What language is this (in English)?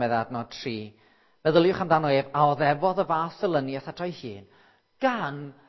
Welsh